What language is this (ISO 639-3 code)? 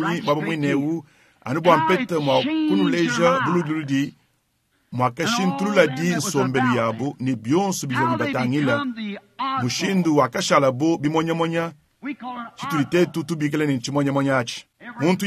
lua